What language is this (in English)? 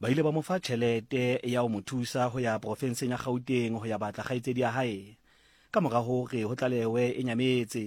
Southern Sotho